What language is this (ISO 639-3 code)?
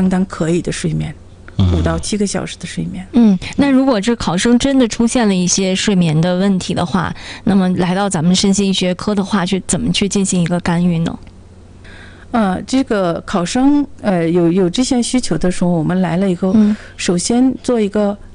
zho